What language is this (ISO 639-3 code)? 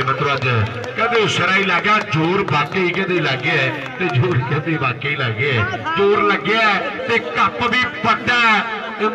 pan